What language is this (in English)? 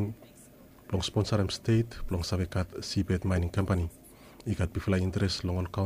Bislama